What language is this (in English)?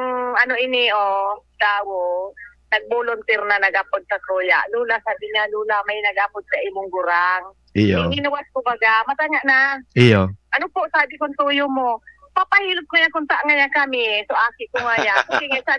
Bikol